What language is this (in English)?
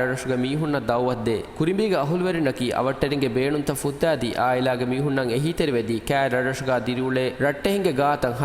Divehi